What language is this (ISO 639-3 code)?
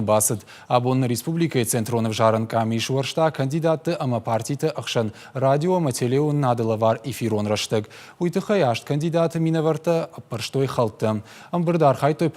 oss